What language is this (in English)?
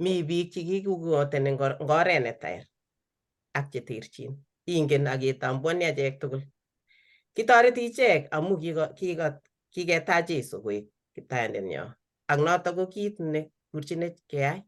Kalenjin